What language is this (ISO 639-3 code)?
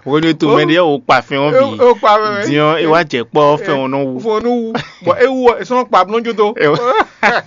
fon